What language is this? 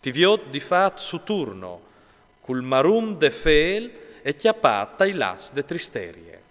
Friulian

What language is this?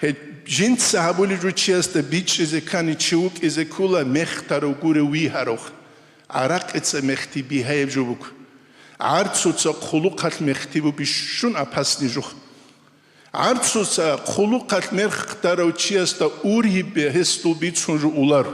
Avaric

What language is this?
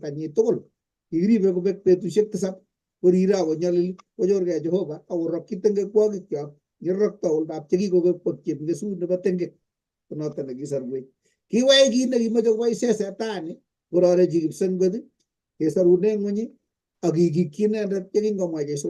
Kalenjin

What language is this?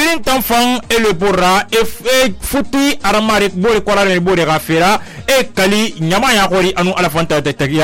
Susu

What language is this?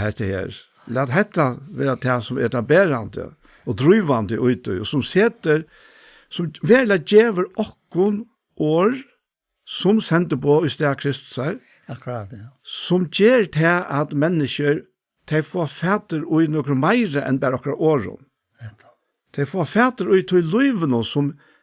Faroese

